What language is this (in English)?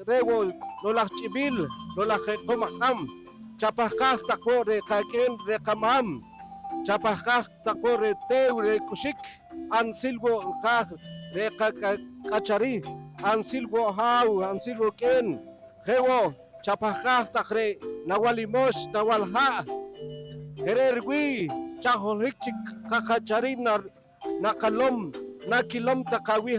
Poqomchi'